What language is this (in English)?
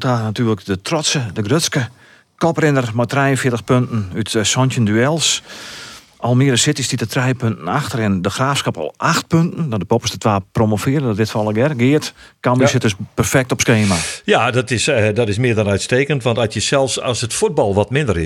Western Frisian